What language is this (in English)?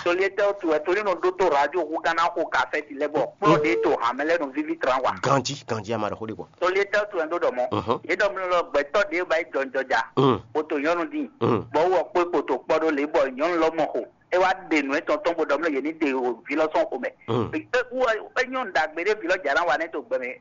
Fon